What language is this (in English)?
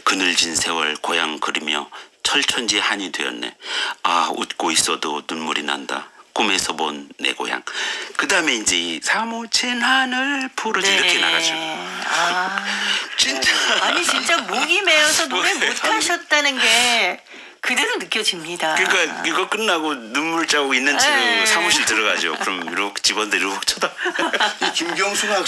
Korean